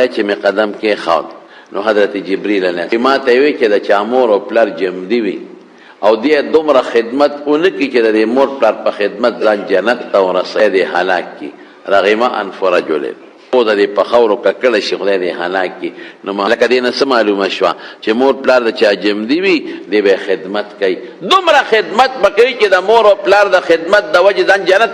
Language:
Pashto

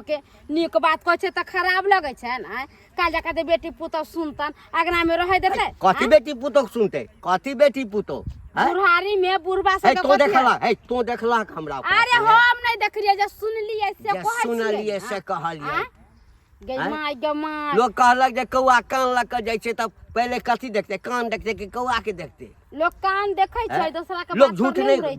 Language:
Maithili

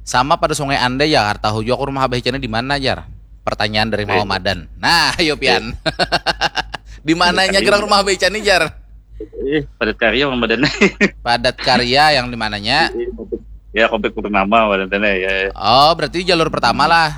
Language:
Banjar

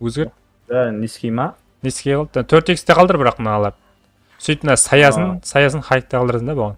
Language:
Kara-Kalpak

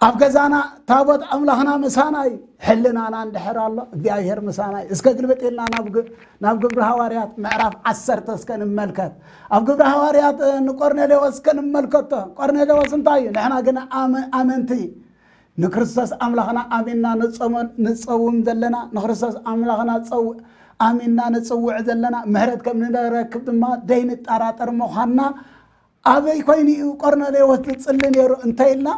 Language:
Tigrinya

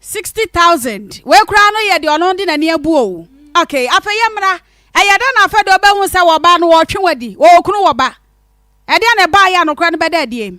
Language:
Akan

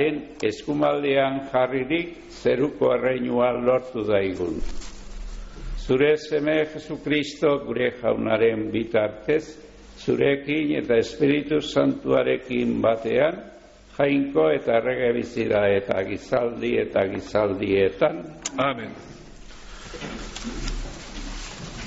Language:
Basque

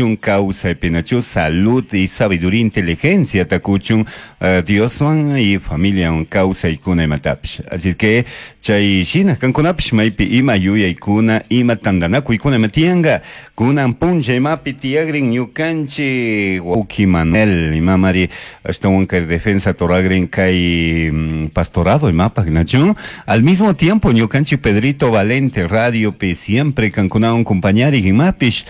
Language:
Chimborazo Highland Quichua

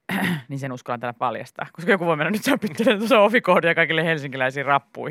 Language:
Finnish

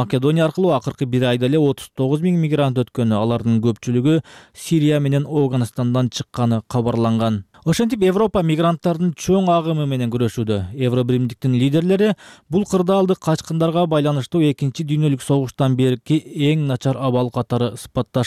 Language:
Kyrgyz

